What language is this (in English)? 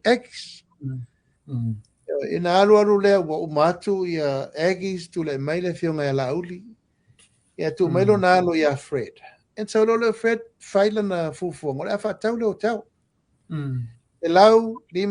Samoan